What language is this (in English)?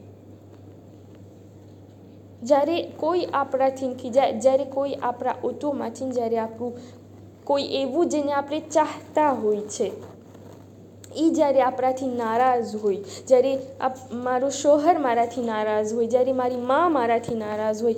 Gujarati